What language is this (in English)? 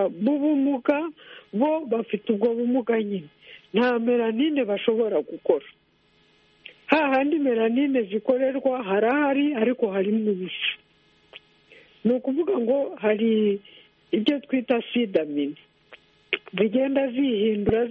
Kinyarwanda